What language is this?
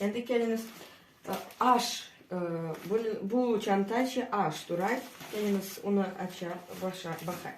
Crimean Tatar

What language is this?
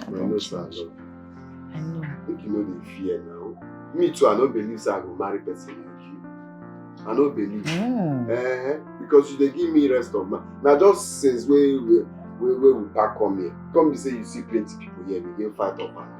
Nigerian Pidgin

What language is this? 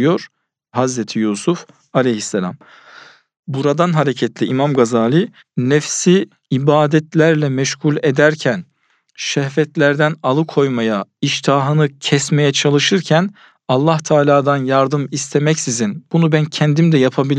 Turkish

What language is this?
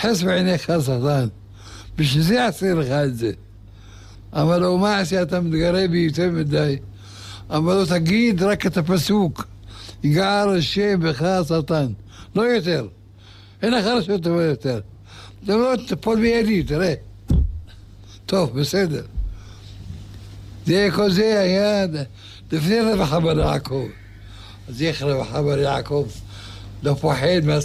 Hebrew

